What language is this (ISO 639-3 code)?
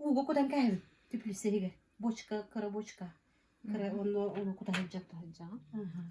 sah